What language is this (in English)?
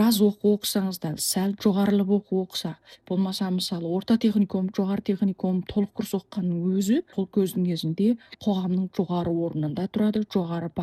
Kazakh